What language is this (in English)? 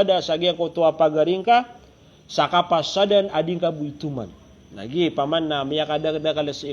Maranao